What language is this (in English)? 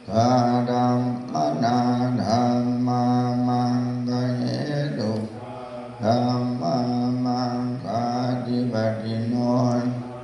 Pali